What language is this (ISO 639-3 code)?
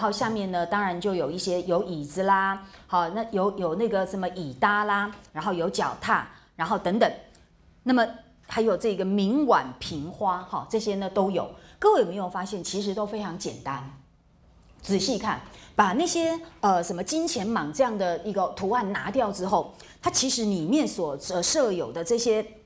zho